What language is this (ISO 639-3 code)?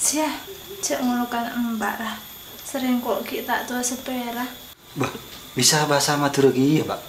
mad